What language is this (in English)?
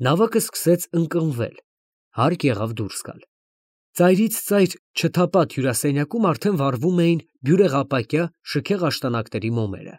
Armenian